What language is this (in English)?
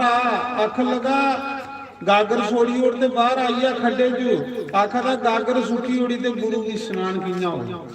Dogri